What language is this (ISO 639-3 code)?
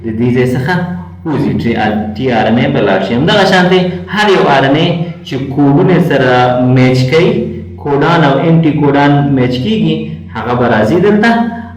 pus